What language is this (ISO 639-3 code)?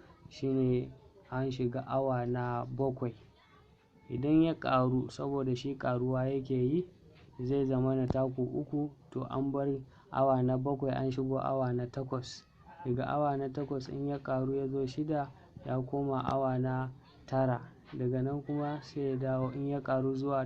hau